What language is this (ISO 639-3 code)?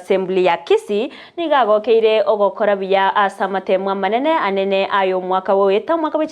guz